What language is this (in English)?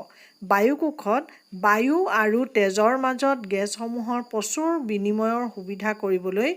Assamese